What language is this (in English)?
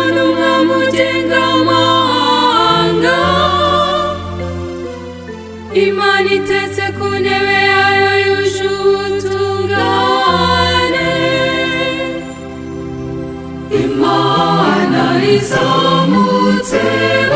Kinyarwanda